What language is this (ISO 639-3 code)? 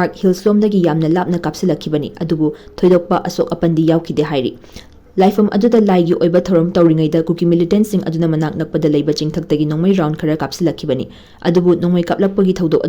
mni